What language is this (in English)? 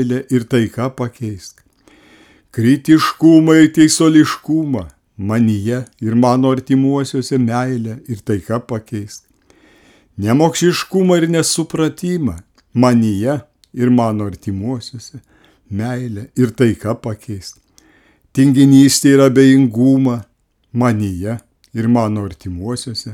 Lithuanian